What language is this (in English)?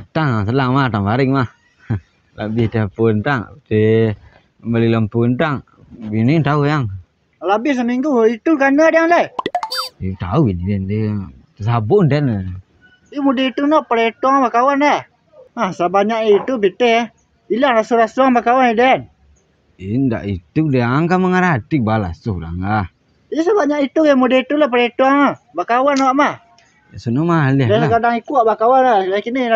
Minangkabau